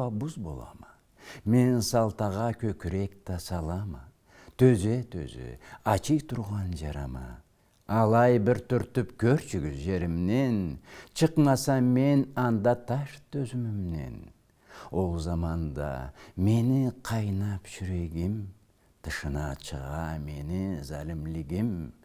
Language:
Karachay-Balkar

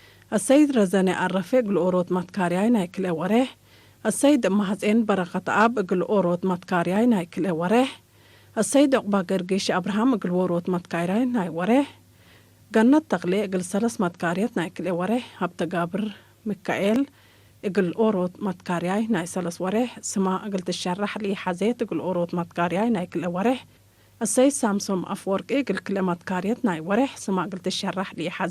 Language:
Tigre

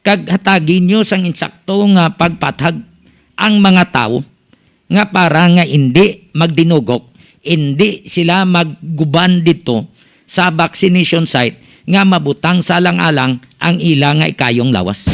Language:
Hiligaynon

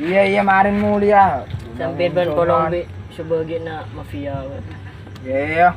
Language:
Madurese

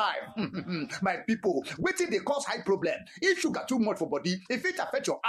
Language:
Nigerian Pidgin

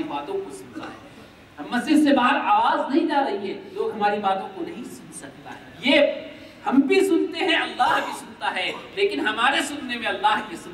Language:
Urdu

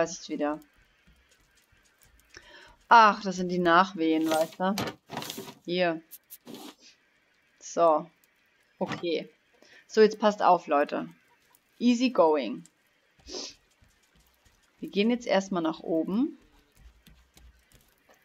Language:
German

